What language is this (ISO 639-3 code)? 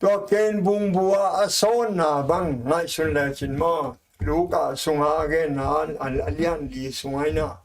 ctd